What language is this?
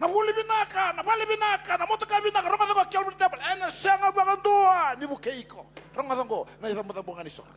Fijian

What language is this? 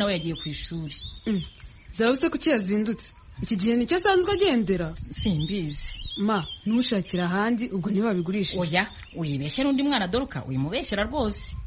Kinyarwanda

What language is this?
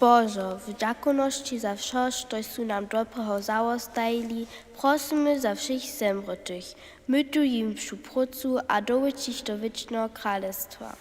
Upper Sorbian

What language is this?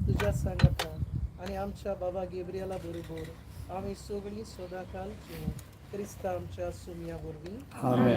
Konkani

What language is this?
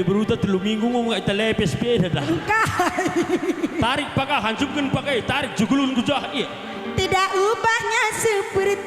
Batak Karo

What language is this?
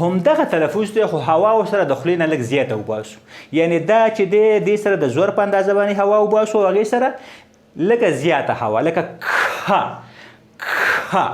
Pashto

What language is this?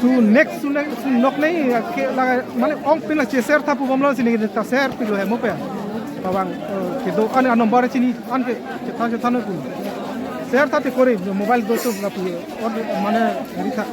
Karbi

